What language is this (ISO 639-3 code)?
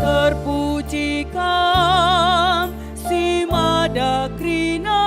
btx